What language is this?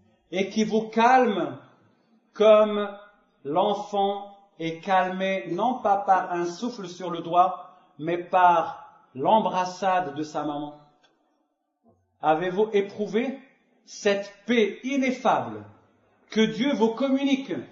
French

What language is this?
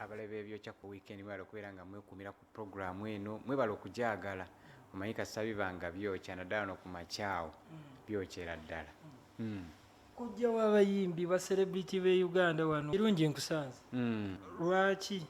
Ganda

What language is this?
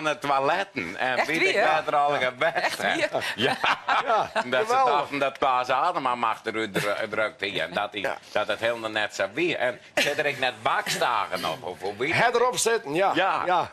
Western Frisian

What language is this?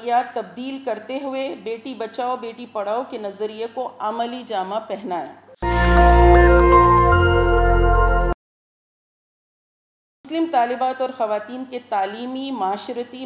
Urdu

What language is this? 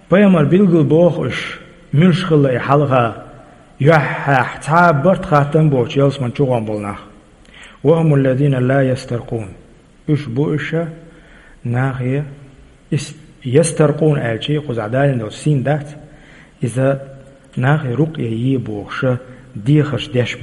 Chechen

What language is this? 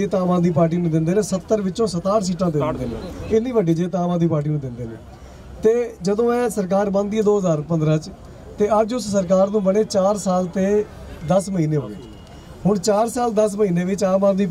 Punjabi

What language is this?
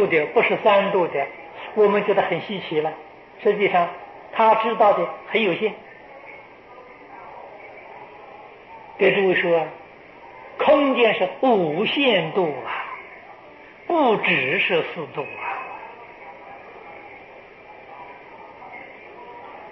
Chinese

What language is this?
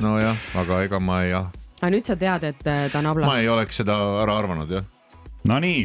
Estonian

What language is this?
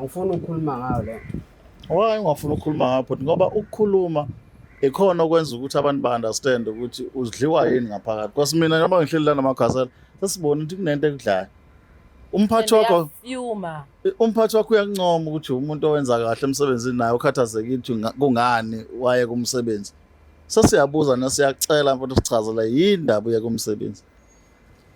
Zulu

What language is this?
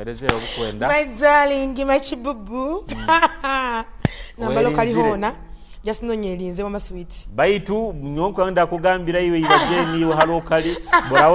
Nyoro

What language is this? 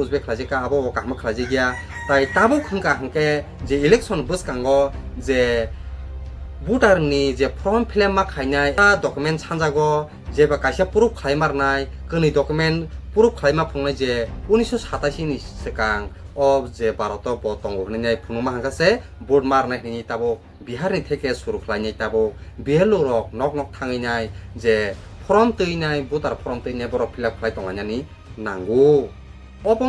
Kok Borok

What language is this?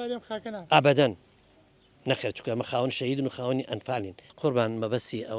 Central Kurdish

